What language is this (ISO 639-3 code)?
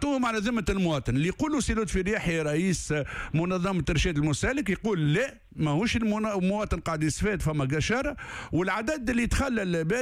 aeb